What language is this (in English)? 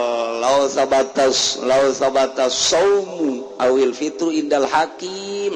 Sundanese